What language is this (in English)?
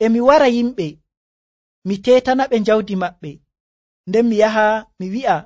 Nigerian Fulfulde